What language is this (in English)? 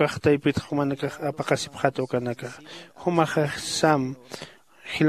Aymara